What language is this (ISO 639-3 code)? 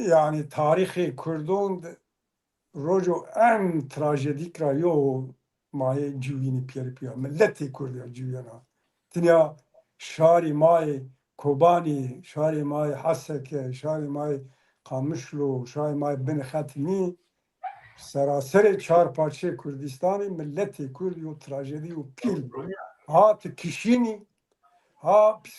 zza